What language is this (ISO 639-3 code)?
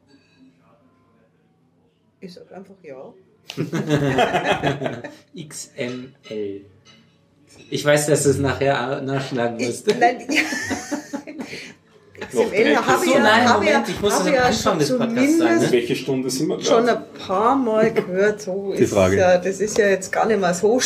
deu